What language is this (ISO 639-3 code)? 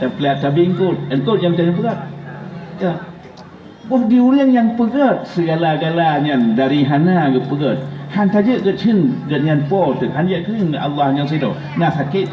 ace